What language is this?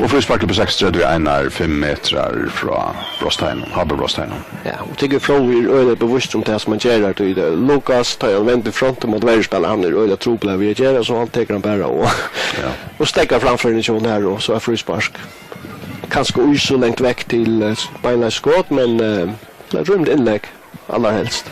Faroese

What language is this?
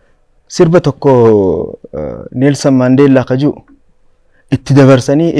Oromo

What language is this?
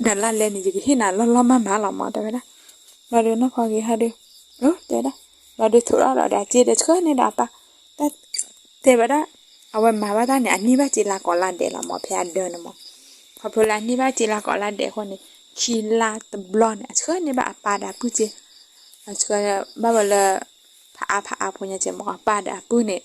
S'gaw Karen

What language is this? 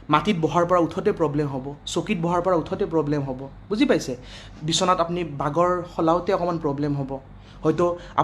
Assamese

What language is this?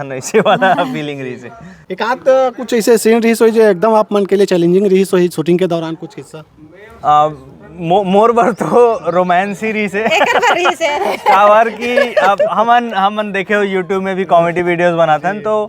Chhattisgarhi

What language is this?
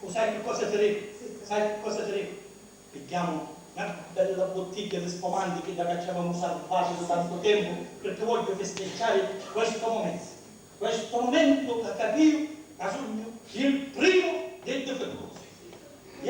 Sicilian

